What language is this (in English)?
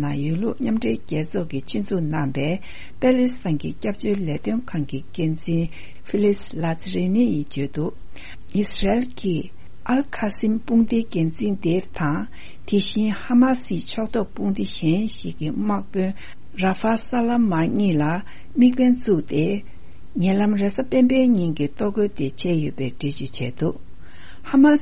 Tibetan